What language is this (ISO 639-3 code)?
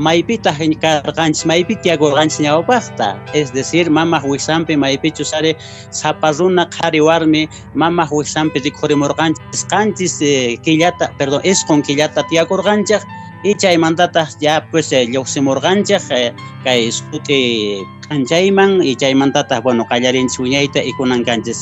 que